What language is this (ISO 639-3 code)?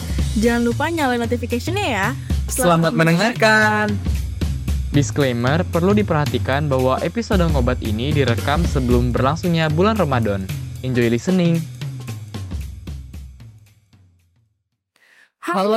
ind